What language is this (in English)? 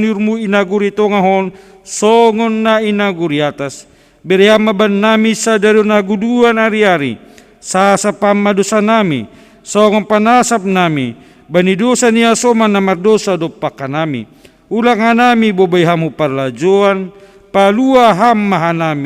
Batak Simalungun